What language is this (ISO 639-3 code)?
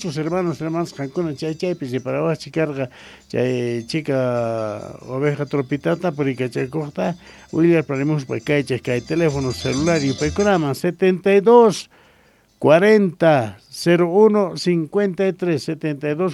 quh